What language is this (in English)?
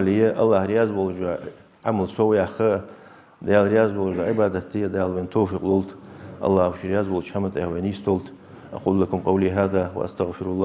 Ingush